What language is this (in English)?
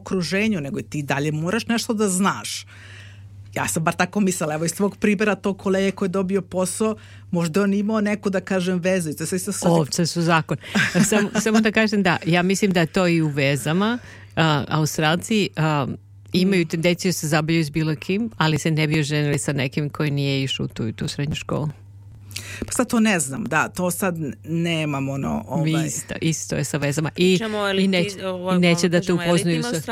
Serbian